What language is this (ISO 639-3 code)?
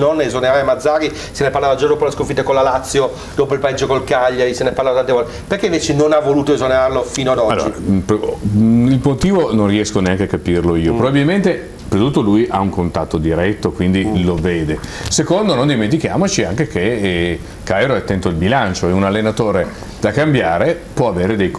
ita